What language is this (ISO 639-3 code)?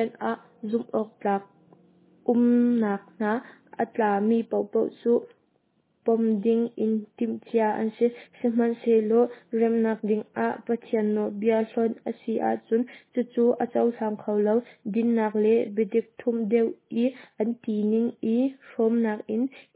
cnh